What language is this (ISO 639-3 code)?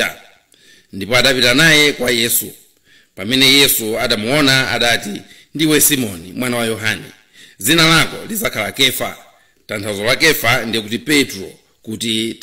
nya